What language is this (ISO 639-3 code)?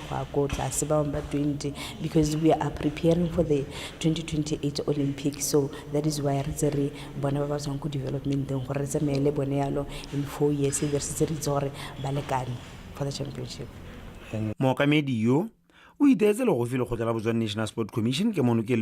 tsn